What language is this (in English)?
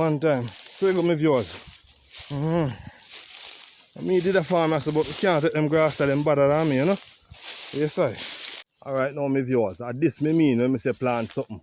Jamaican Creole English